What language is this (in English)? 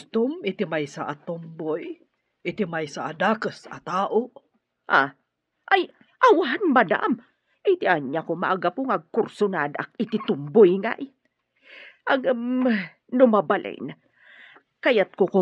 Iloko